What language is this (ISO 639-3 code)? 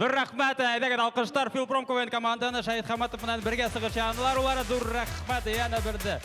bak